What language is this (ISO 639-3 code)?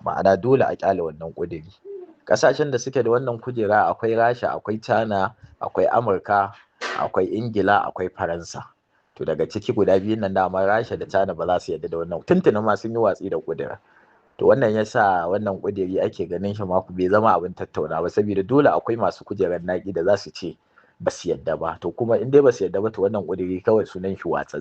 hau